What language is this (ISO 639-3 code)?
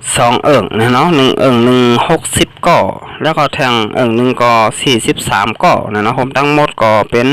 shn